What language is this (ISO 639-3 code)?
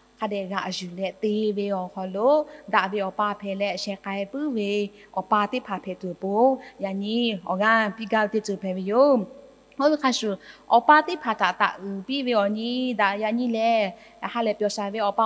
lhu